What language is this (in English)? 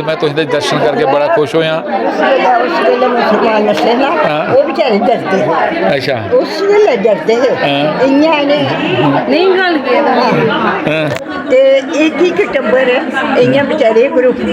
Dogri